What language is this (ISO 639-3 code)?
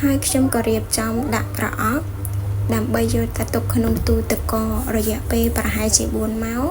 khm